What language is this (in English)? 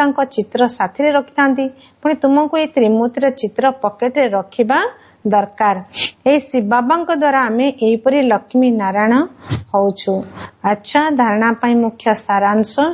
Odia